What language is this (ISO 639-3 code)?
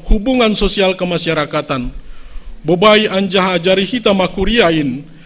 bts